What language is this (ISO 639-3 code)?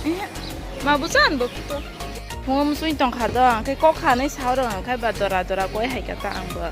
trp